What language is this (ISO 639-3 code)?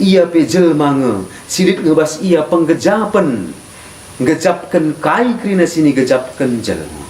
btx